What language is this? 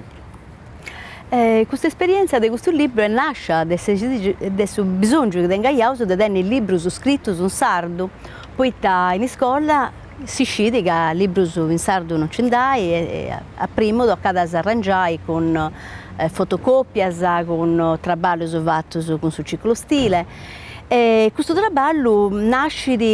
Sardinian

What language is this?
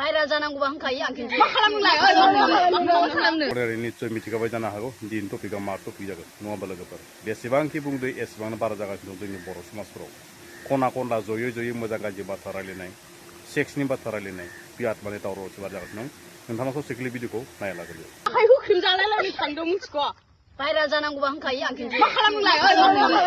Bodo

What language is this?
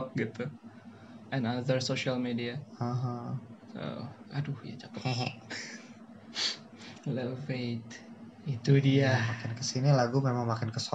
Indonesian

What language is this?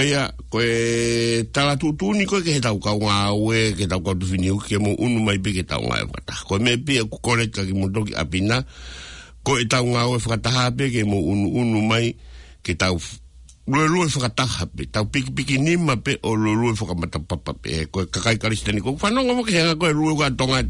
Tongan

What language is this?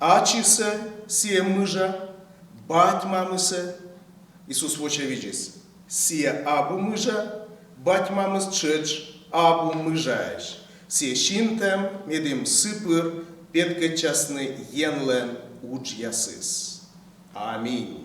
Komi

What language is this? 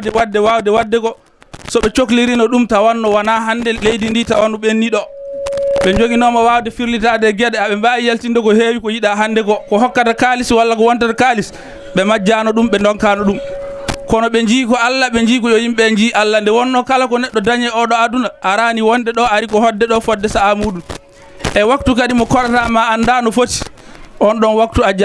Fula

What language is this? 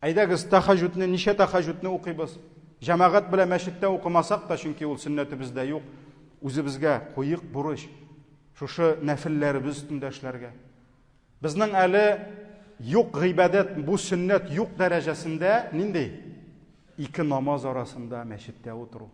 Tatar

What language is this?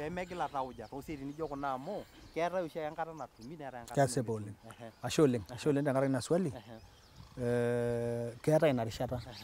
Masai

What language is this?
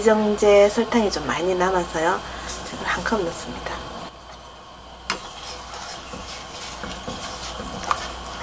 Korean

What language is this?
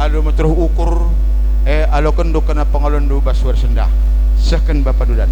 Batak Karo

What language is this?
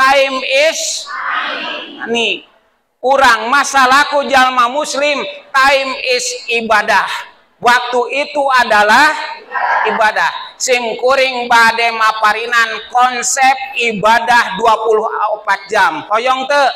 Sundanese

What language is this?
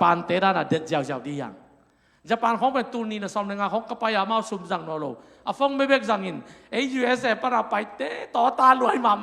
Tedim Chin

